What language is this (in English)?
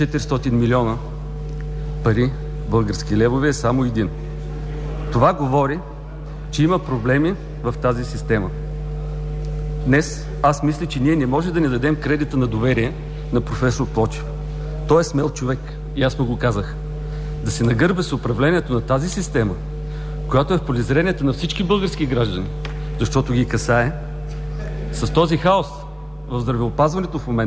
Bulgarian